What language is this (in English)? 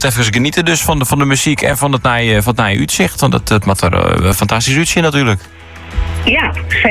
Dutch